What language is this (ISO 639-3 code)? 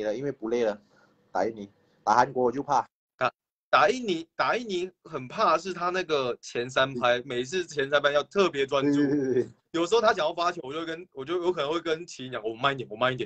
zho